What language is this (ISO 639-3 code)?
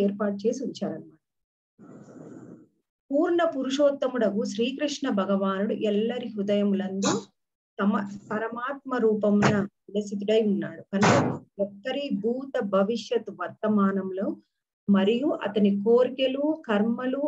tel